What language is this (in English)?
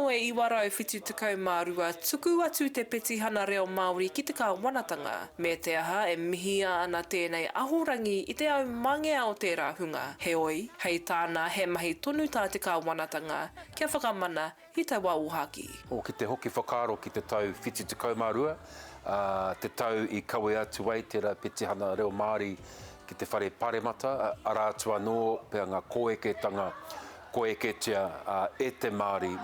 Māori